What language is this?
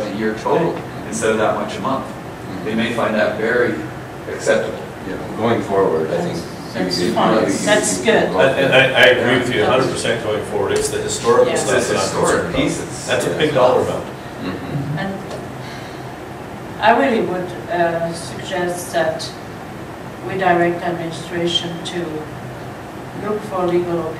English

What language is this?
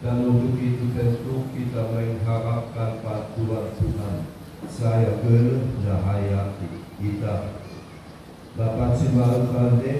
Nias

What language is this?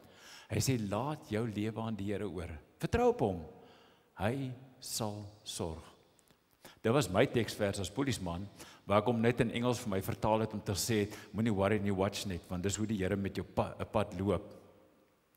Afrikaans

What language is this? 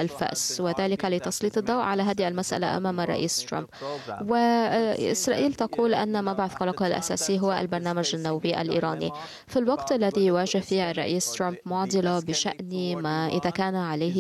Arabic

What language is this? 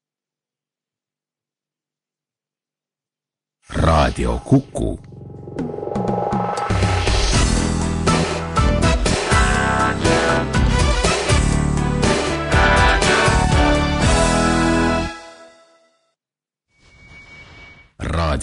Estonian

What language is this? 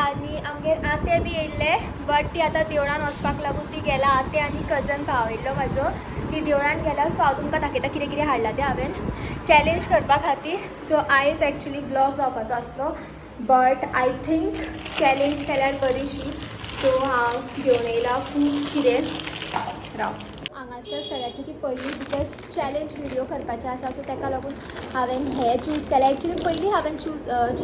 Konkani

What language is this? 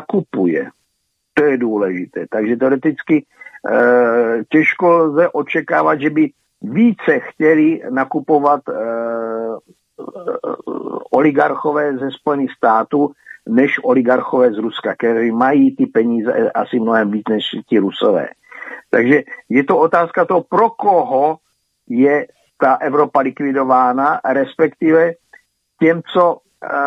Czech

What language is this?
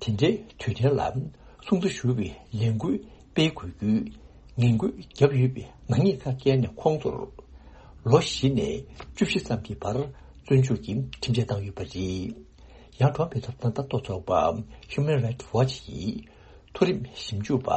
Tibetan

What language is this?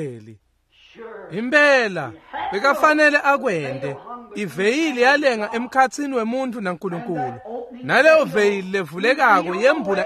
Swati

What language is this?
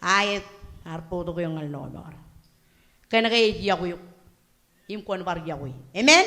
Marshallese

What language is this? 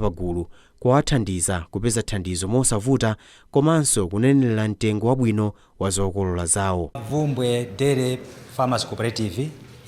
Nyanja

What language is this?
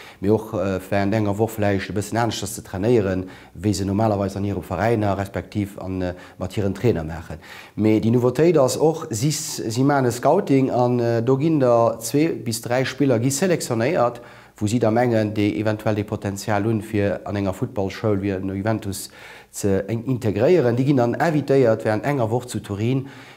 Luxembourgish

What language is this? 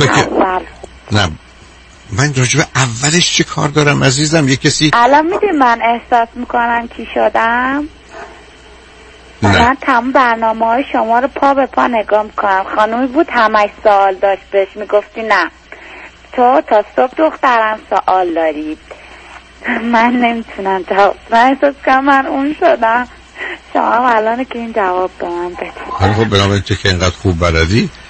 Persian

